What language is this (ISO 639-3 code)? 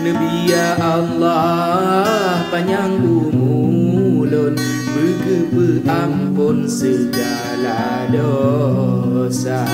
ace